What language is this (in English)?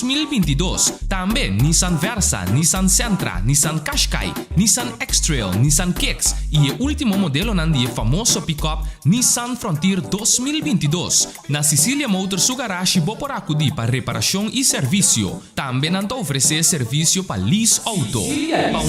Papiamento